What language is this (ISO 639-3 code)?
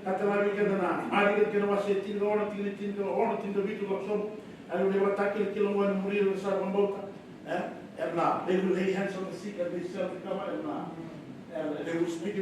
fij